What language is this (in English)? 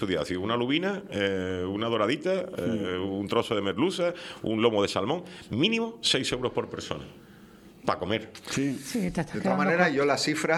Spanish